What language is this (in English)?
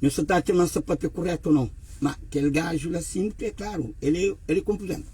Kabuverdianu